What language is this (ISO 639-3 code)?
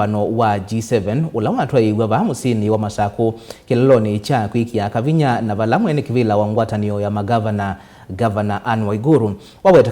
kam